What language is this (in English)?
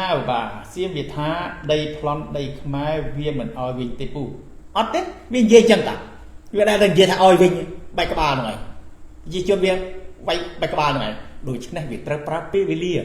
Khmer